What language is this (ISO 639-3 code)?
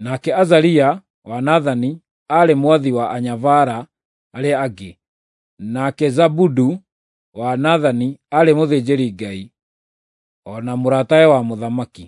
kik